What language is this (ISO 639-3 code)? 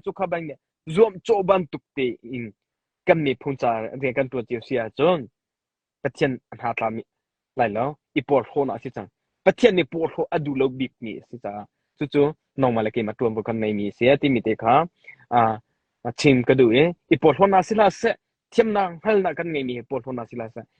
cnh